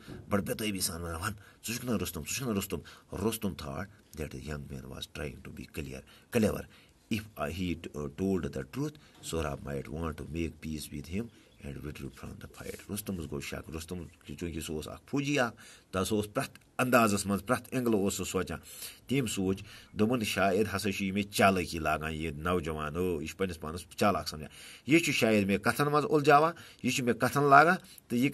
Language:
Kashmiri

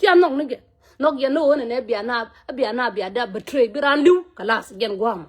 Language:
Nuer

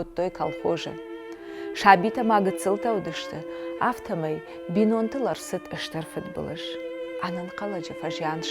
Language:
Ossetic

